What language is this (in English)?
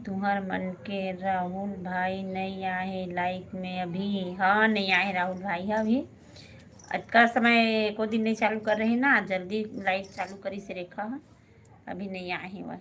Chhattisgarhi